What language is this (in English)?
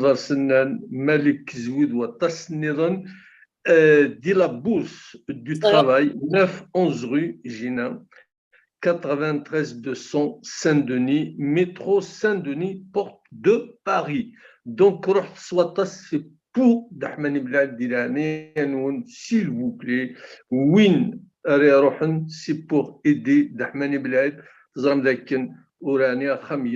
Kabyle